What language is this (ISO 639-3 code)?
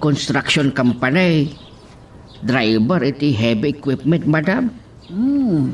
ilo